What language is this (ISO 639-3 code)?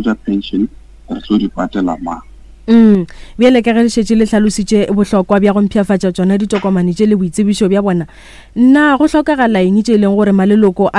nso